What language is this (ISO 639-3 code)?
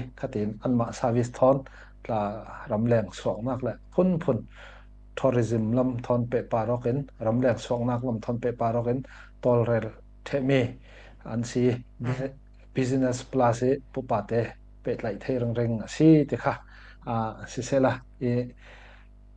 cfm